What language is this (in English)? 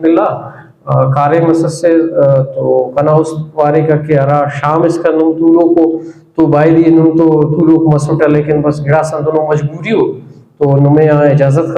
Brahui